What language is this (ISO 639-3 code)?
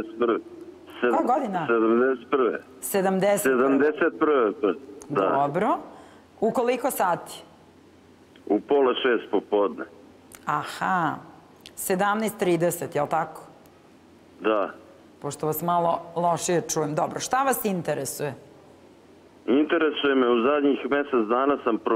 srp